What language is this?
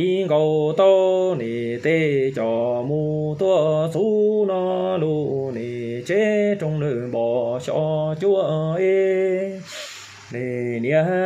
Hmong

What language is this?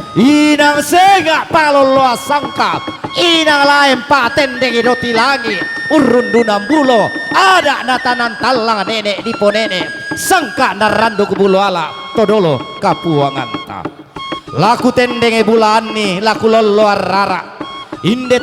Toraja-Sa'dan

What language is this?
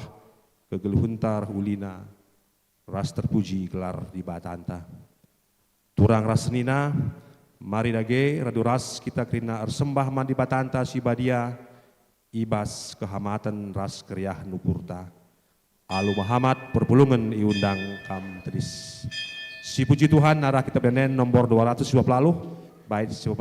Batak Karo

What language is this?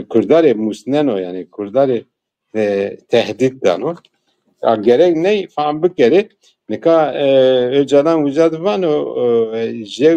Zaza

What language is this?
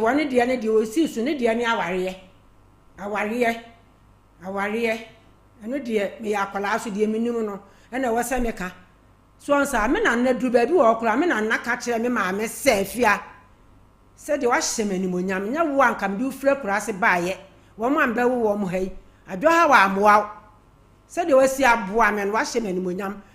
Akan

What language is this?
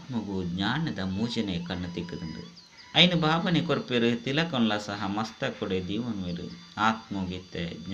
Tulu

